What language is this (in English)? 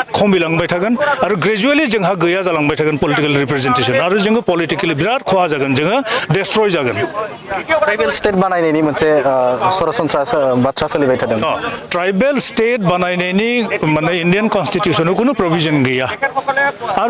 Bodo